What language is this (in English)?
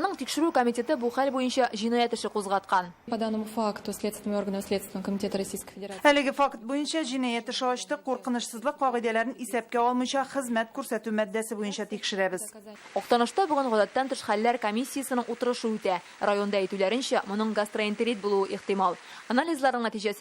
Tatar